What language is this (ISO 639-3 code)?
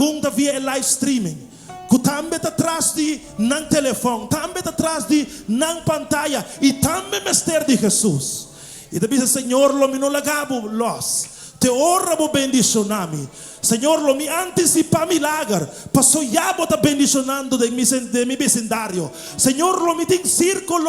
pap